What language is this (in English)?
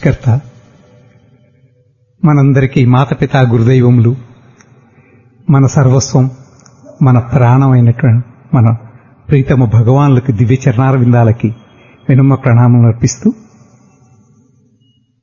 Telugu